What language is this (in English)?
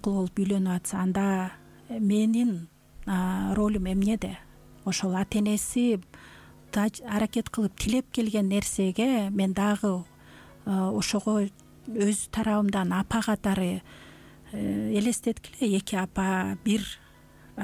Kyrgyz